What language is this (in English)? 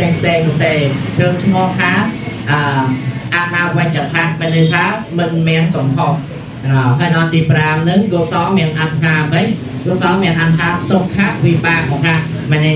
Khmer